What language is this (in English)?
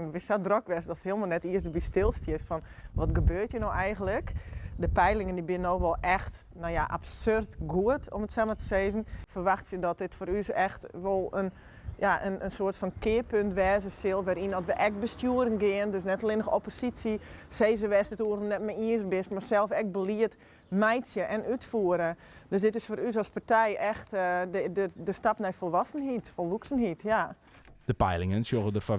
Western Frisian